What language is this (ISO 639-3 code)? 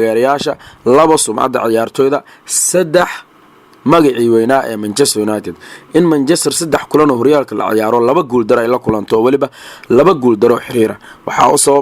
som